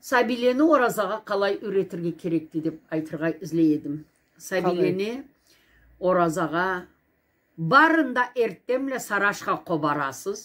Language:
Karachay-Balkar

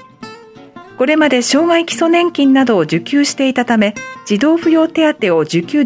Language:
Japanese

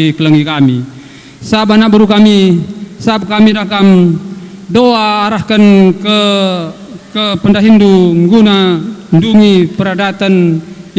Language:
Batak Karo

